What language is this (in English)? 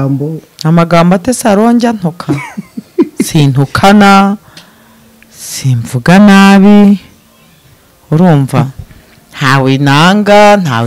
Kinyarwanda